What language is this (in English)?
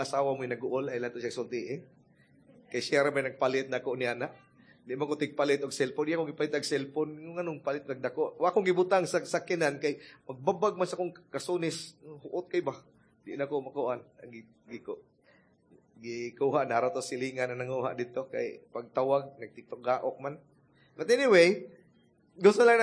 Cebuano